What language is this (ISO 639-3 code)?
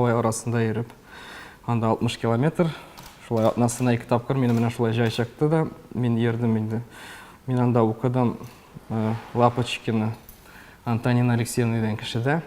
tat